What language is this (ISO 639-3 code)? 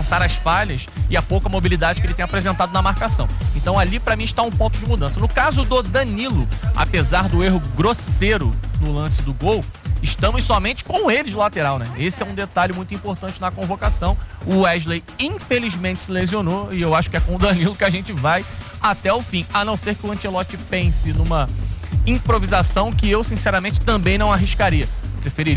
por